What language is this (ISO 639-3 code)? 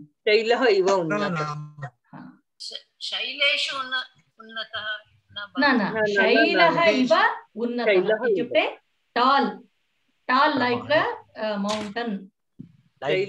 san